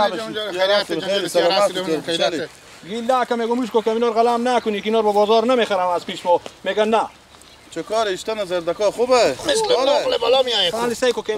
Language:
Persian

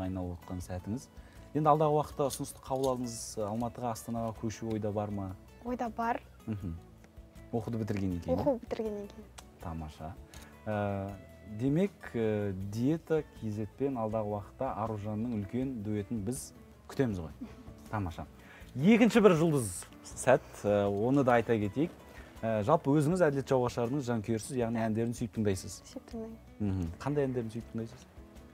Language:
Kazakh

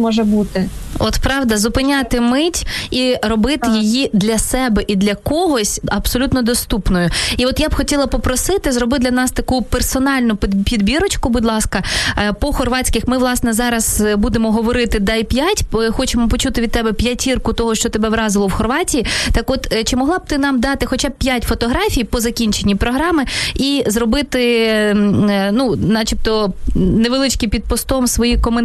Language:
Ukrainian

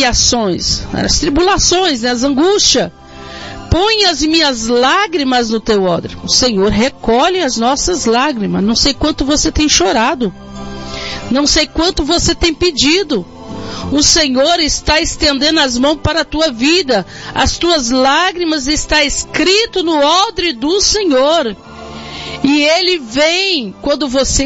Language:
Portuguese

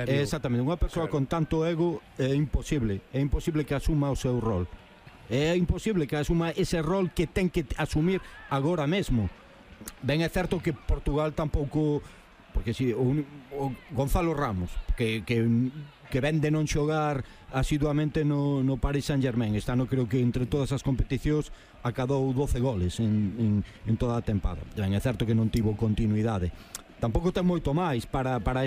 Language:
Galician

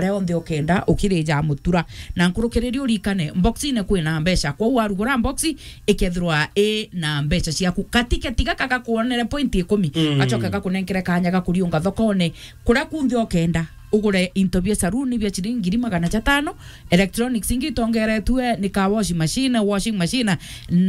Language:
Meru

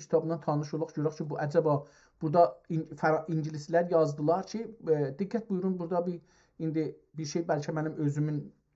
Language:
South Azerbaijani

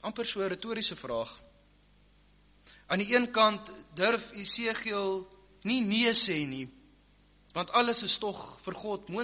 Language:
Afrikaans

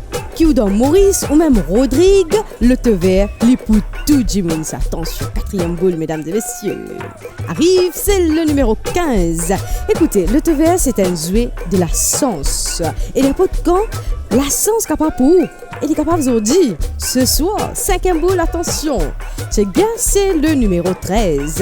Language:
Morisyen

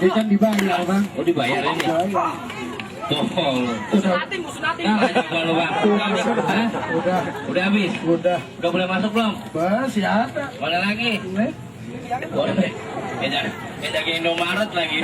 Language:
Betawi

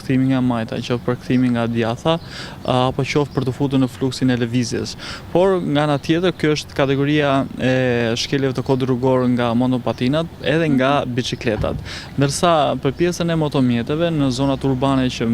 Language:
Albanian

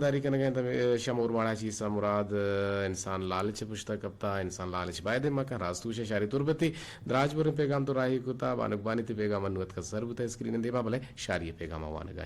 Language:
Eastern Balochi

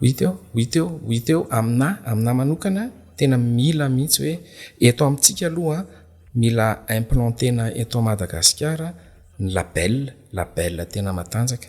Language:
Malagasy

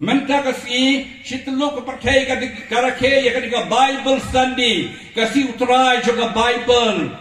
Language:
Khasi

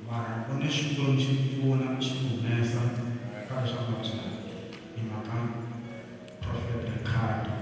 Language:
Tsonga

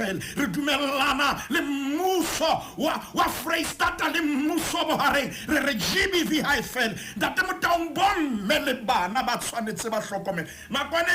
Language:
Southern Sotho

